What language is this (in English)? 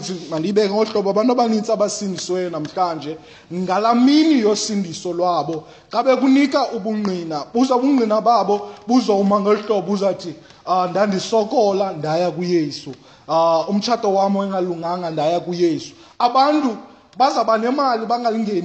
Xhosa